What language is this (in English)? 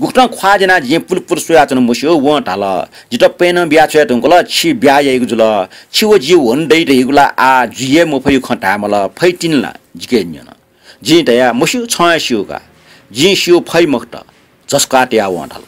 Newari